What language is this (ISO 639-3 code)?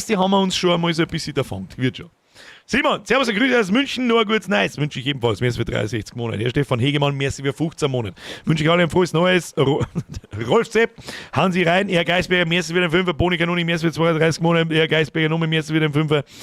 bar